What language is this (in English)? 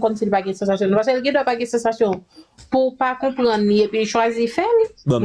Haitian Creole